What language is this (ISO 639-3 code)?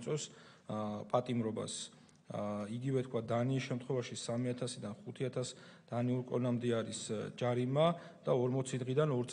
kat